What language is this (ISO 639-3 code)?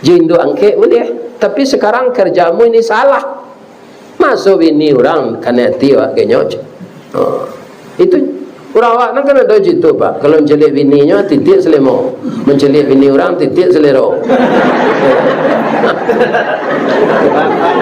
min